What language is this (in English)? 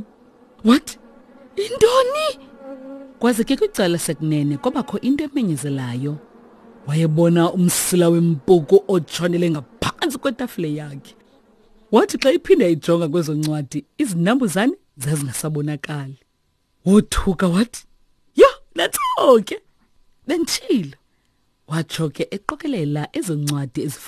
Xhosa